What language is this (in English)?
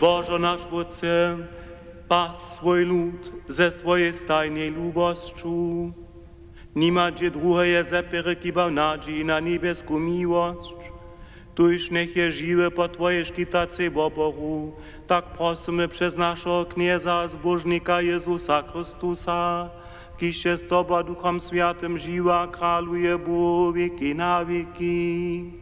Upper Sorbian